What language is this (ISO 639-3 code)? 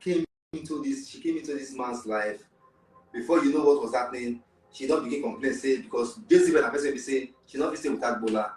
pcm